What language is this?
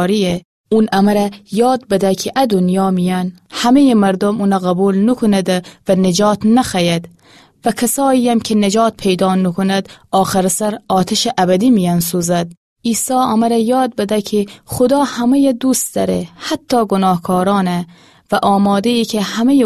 Gilaki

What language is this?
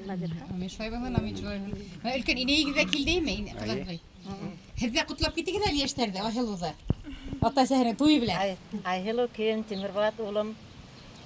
Bashkir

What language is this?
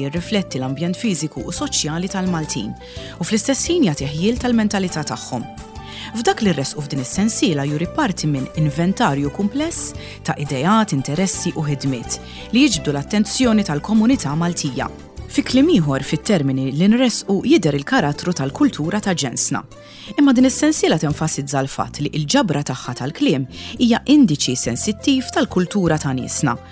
Maltese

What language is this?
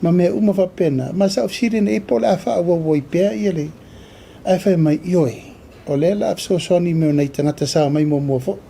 Samoan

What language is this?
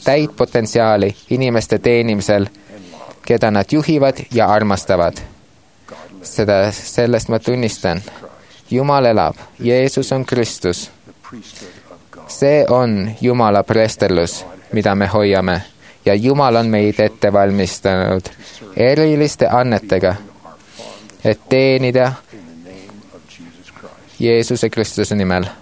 Estonian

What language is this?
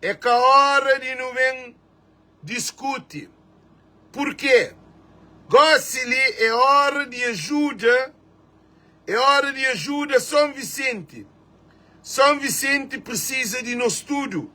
Kabuverdianu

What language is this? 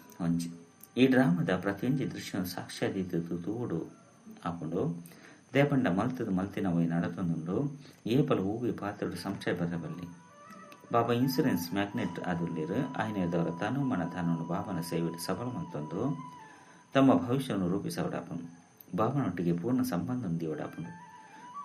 Tulu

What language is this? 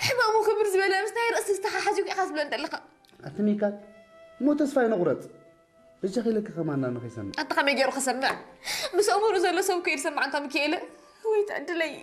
Tigrinya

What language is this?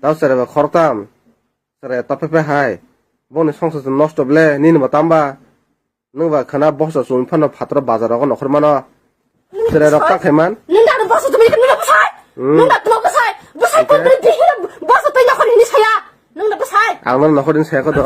Kok Borok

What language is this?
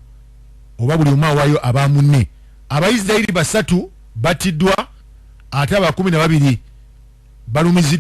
Ganda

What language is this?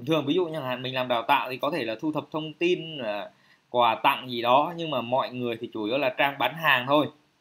Vietnamese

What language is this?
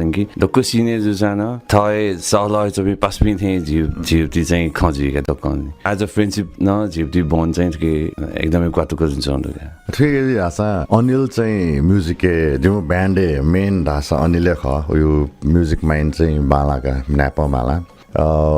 Newari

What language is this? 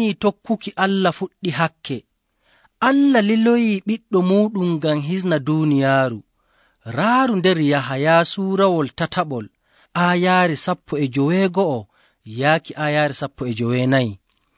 Nigerian Fulfulde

